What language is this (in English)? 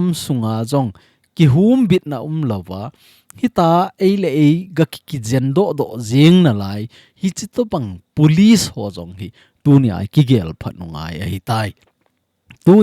Thado Chin